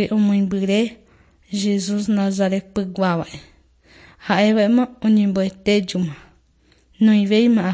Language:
Guarani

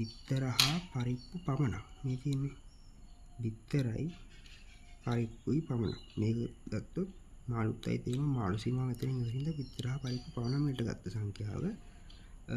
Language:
Sinhala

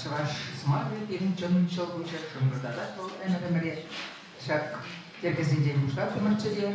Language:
Chuvash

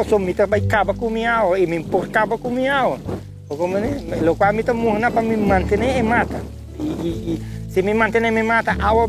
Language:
Papiamento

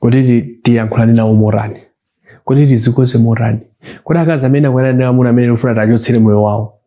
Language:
Nyanja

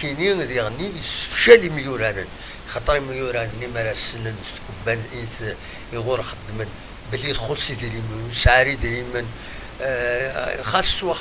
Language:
Kabyle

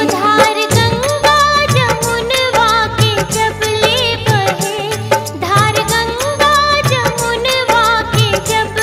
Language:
Bhojpuri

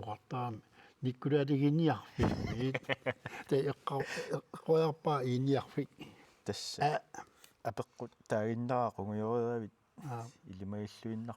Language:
Kalaallisut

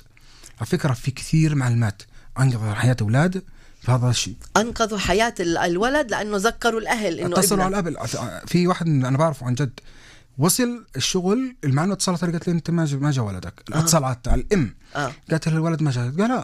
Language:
North Levantine Arabic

